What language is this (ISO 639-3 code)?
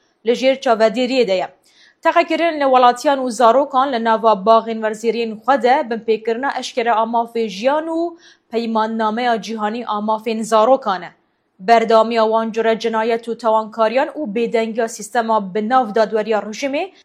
kur